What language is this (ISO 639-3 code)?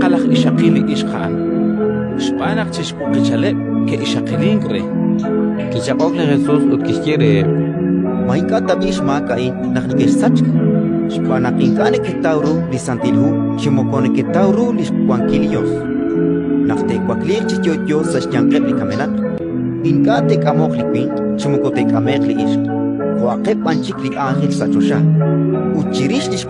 kek